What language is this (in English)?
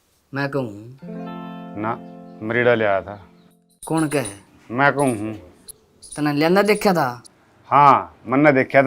Haryanvi